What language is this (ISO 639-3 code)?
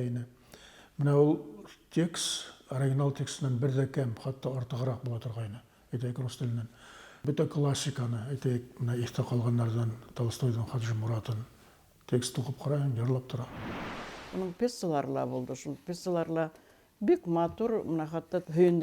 bak